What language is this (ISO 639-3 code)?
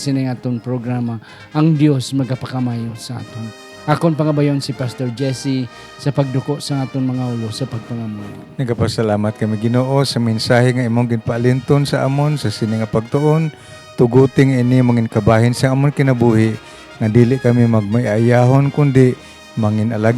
hil